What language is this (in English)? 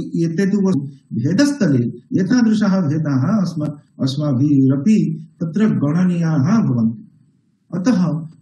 Sanskrit